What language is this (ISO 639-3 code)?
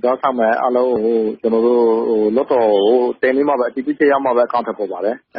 mya